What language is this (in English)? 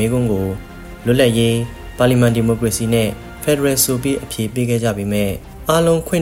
Burmese